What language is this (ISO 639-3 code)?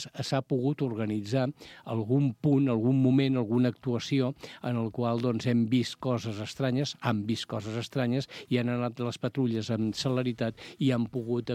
cat